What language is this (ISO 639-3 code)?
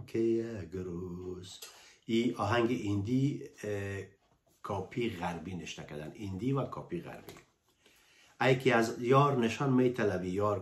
fas